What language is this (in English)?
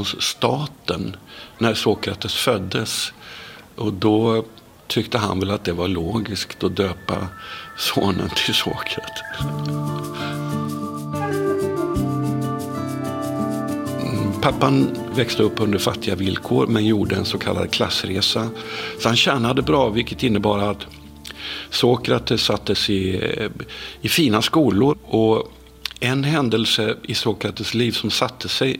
Swedish